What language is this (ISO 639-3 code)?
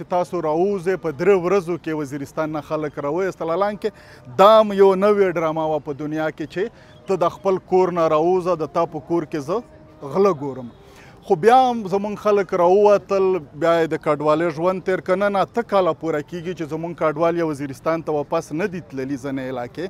pus